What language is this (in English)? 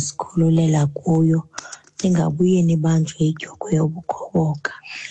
Xhosa